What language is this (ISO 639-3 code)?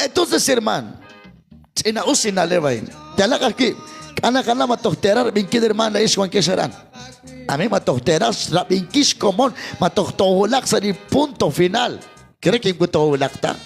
kek